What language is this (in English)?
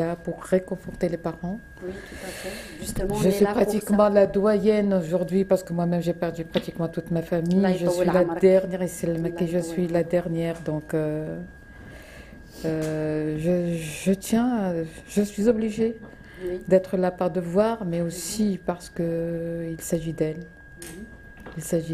French